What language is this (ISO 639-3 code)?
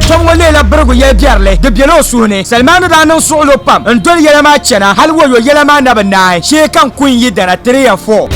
dag